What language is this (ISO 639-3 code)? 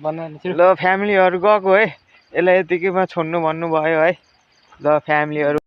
nep